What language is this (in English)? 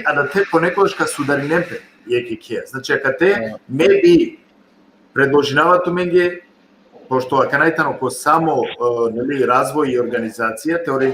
Balkan Romani